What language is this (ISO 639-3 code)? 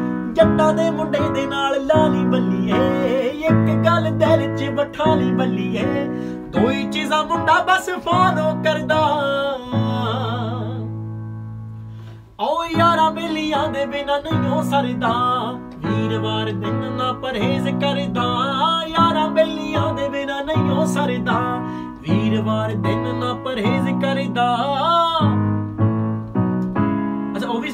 pan